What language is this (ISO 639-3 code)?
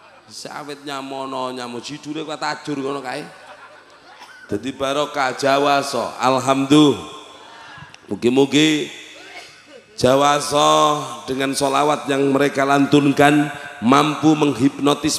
jav